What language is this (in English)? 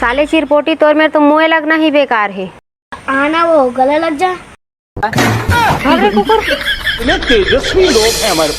Chhattisgarhi